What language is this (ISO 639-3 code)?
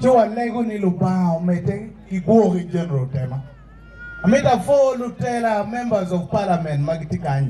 ach